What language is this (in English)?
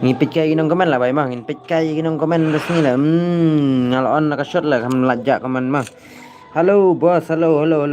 Khasi